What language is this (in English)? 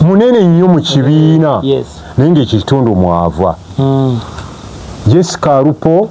Ganda